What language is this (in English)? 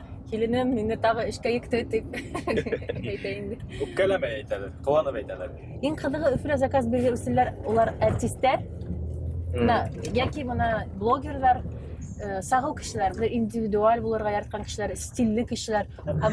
Bashkir